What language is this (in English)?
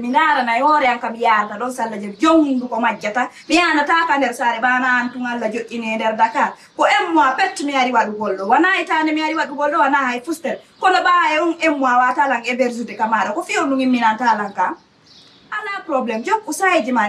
Fula